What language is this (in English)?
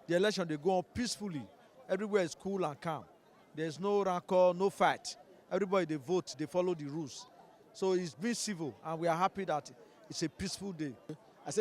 Nigerian Pidgin